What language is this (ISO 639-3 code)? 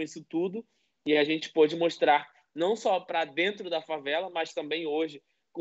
por